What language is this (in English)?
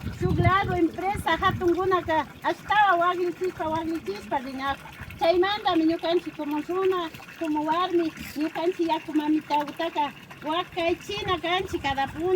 Imbabura Highland Quichua